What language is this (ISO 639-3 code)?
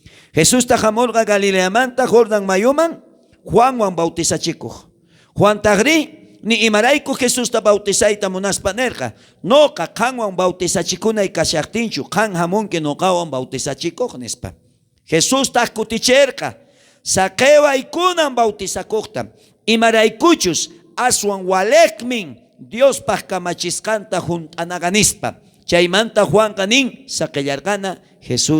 quh